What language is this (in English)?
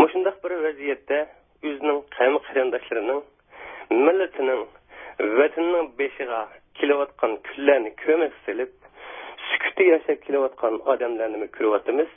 Uyghur